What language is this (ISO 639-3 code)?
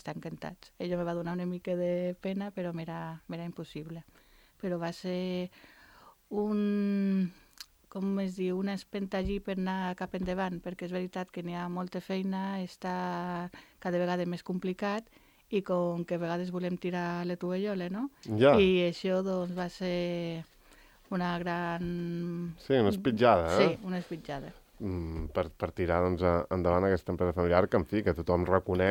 cat